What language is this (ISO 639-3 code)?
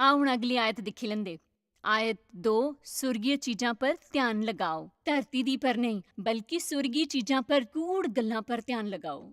doi